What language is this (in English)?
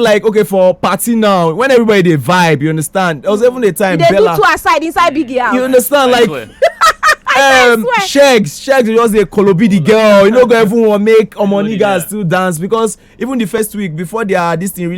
Nigerian Pidgin